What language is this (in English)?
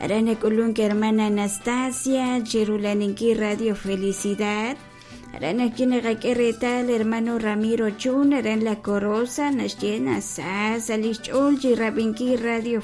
Kekchí